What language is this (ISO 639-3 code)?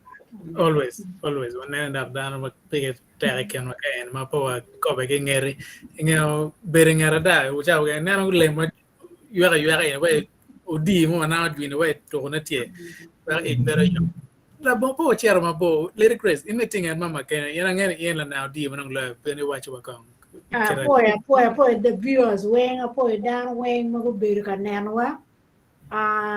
ach